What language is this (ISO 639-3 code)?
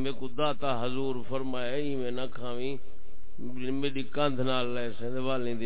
skr